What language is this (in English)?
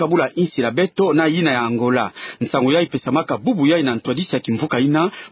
Kituba (Democratic Republic of Congo)